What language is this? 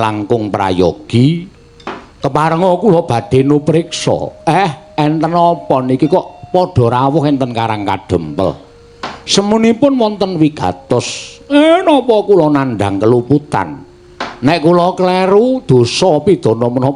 Javanese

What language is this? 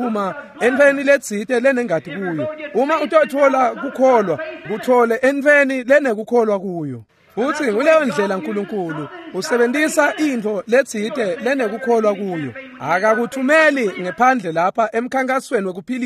Swati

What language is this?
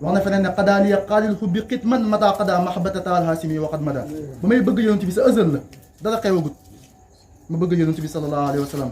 Wolof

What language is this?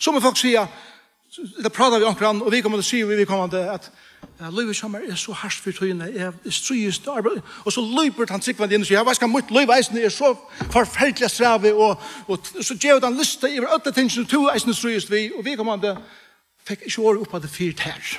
Faroese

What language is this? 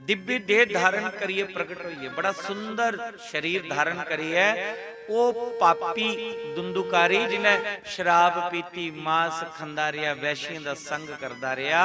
Dogri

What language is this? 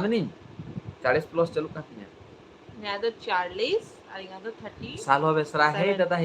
Santali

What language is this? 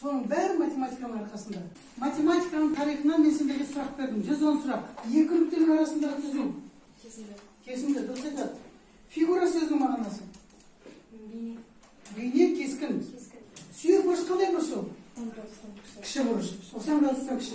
Kazakh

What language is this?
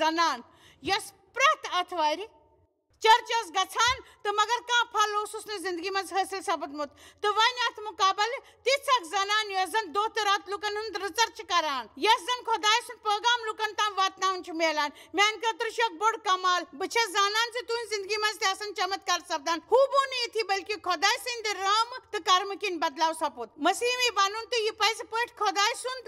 Kashmiri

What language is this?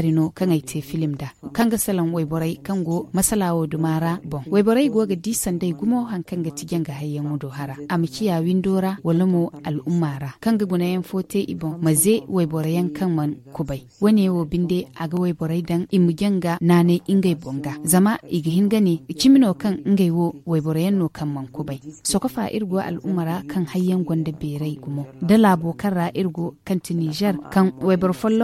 Zarma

